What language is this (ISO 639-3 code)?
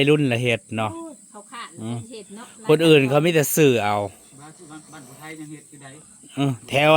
tts